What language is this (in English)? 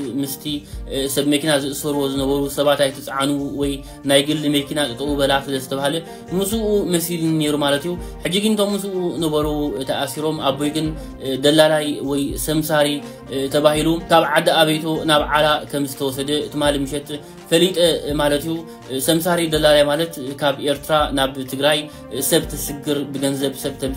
Tigrinya